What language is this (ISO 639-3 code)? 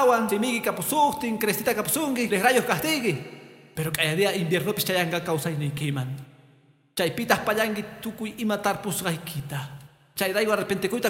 que